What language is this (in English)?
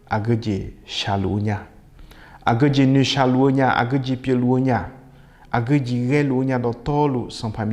Akha